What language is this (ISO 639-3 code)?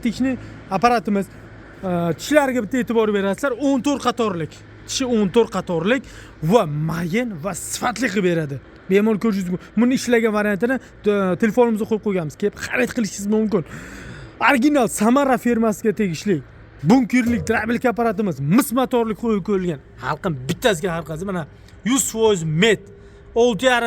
uzb